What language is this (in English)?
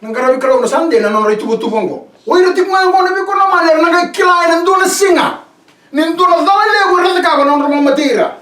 Fijian